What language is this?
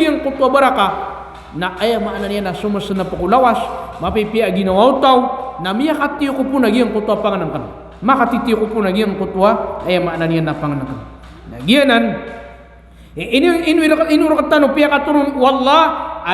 Maranao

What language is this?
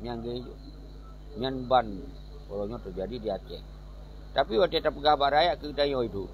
Achinese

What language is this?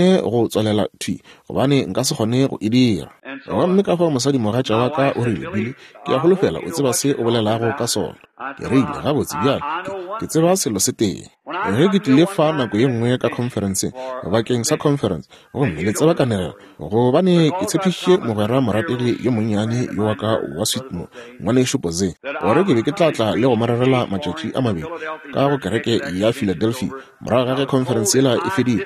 Northern Sotho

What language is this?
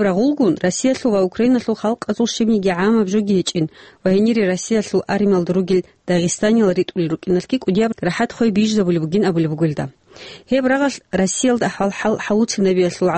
Avaric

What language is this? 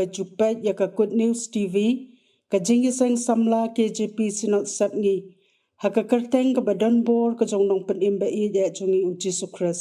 Khasi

